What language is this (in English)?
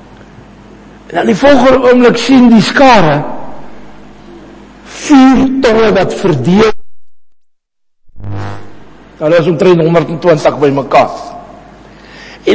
Afrikaans